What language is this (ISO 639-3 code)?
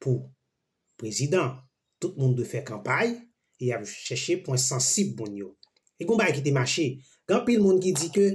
hat